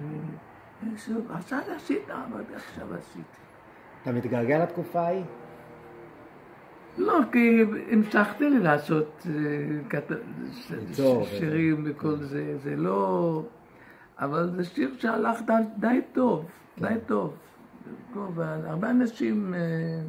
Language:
Hebrew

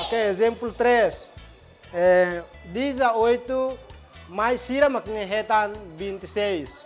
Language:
Tetum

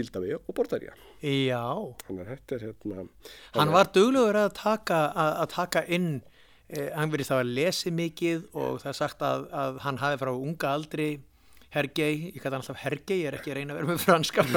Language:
Icelandic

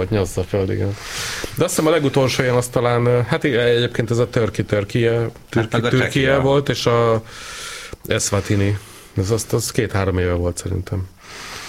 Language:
Hungarian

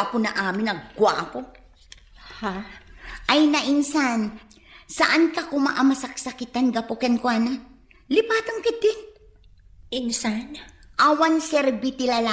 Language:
Iloko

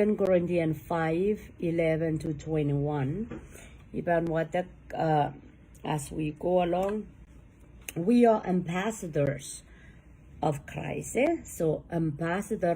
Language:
Pohnpeian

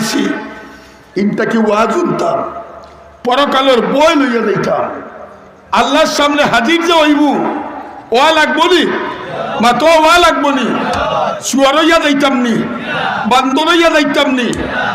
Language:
Sylheti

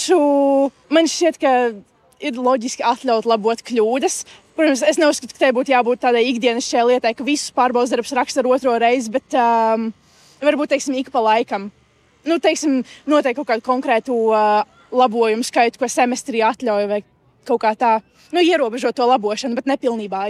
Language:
Latvian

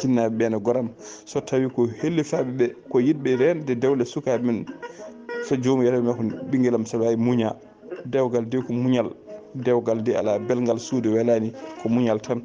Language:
Fula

